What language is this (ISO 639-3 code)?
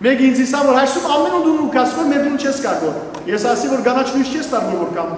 hyw